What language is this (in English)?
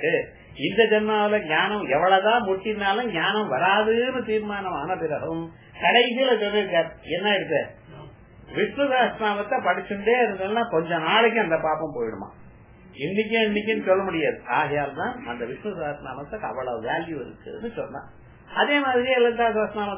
Tamil